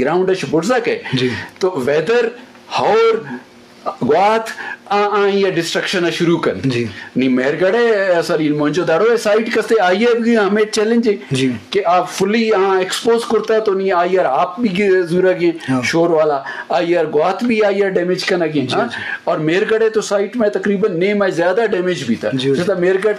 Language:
Eastern Balochi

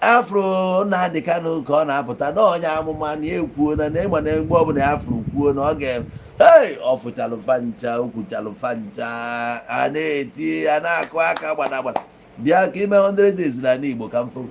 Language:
Igbo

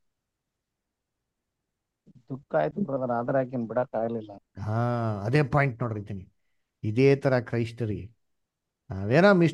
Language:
Kannada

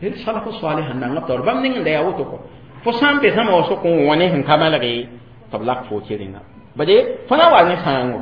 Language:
Mossi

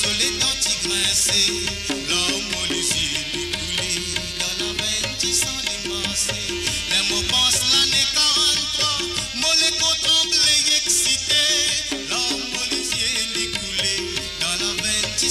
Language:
Morisyen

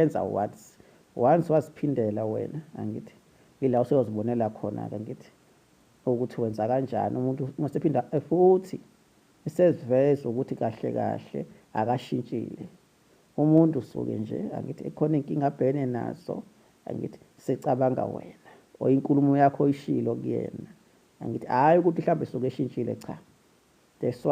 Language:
Zulu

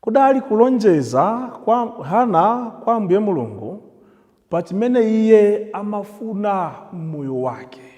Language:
Nyanja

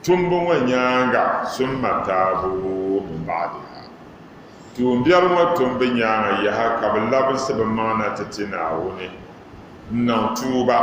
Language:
Dagbani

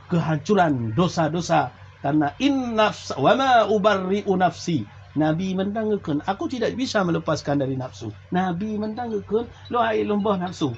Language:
Achinese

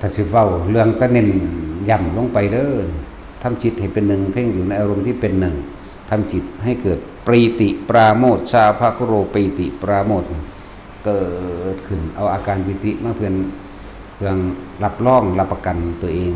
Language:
Northeastern Thai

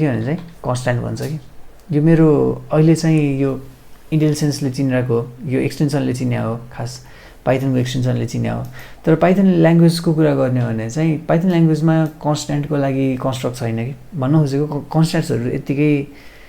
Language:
Nepali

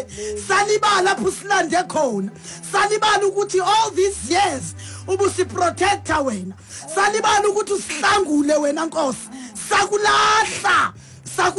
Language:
Xhosa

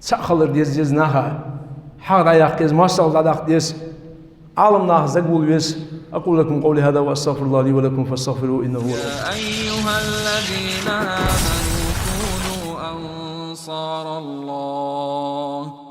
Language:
Ingush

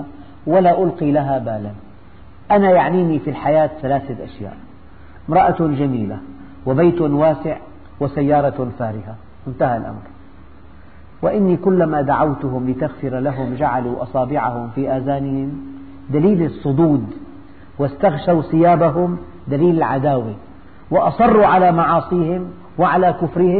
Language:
Arabic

